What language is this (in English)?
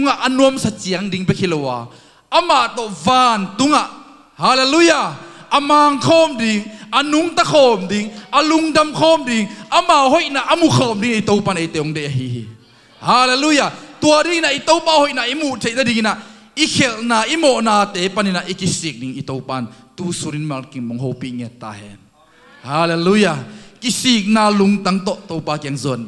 Tedim Chin